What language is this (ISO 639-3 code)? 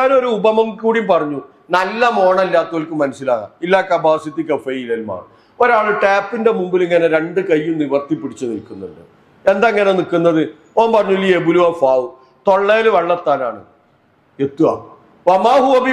mal